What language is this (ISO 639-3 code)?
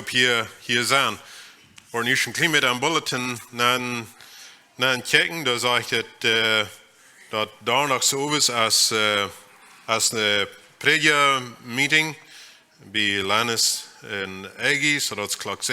pdt